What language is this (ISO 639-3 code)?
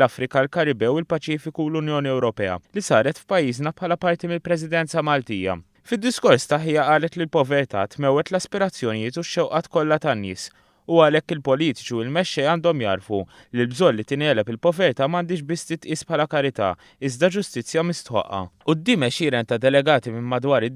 mlt